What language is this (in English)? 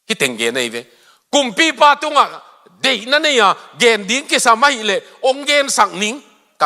Tedim Chin